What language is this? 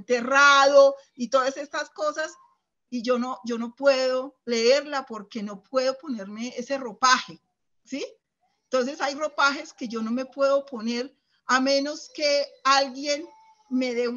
Spanish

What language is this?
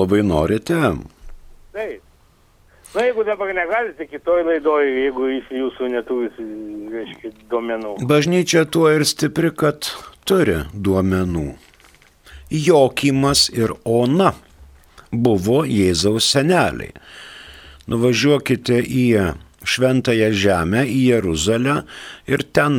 Lithuanian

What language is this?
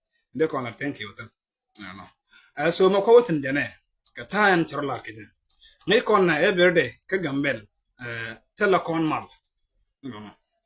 Nuer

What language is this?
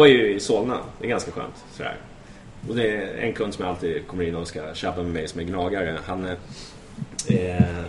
Swedish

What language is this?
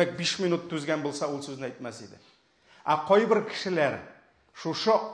Tatar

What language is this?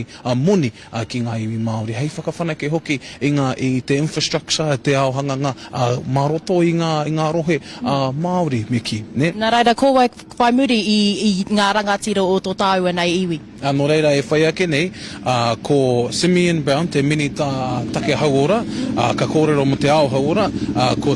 Māori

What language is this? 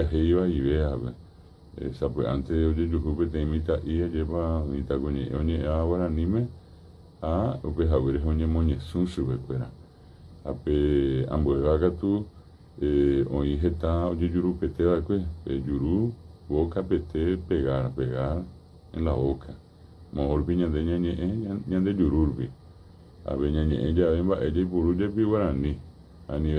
Guarani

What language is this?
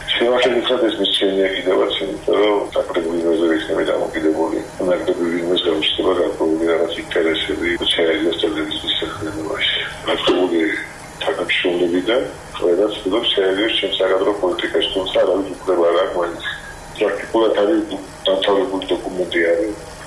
Georgian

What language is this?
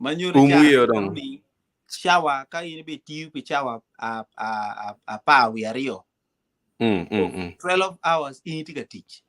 Acoli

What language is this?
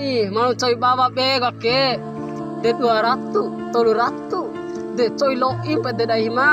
Bima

